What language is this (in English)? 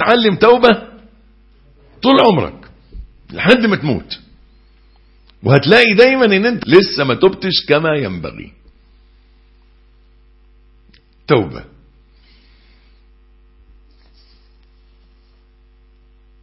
Egyptian Arabic